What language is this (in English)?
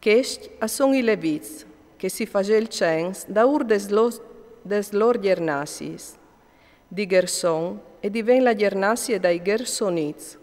Friulian